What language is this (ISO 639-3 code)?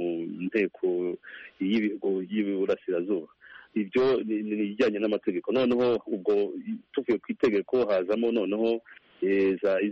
kin